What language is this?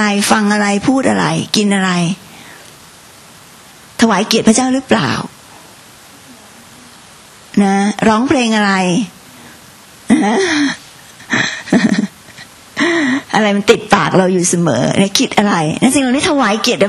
Thai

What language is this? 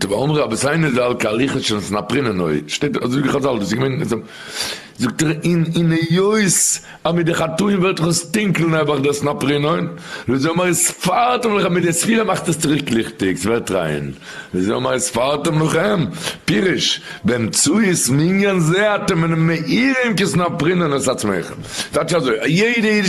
Yiddish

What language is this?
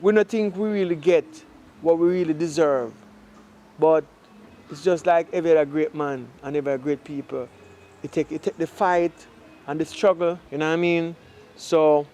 Jamaican Creole English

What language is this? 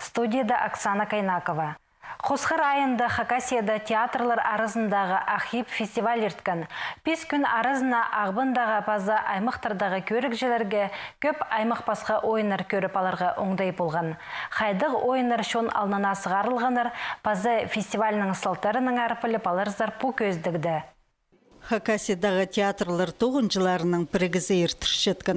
Khakas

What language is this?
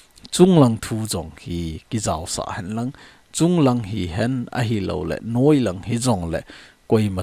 Thado Chin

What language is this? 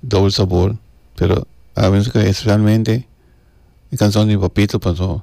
Papiamento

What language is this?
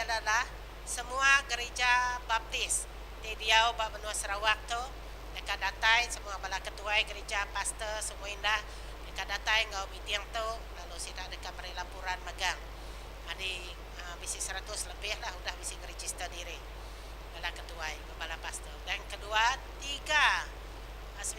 Iban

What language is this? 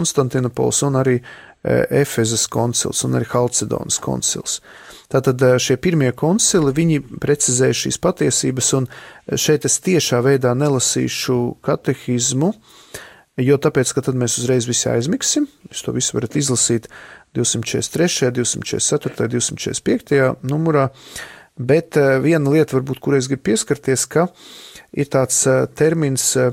Latvian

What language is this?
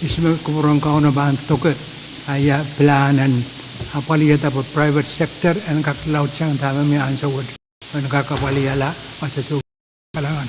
Pohnpeian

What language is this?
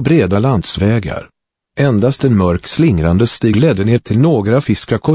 Swedish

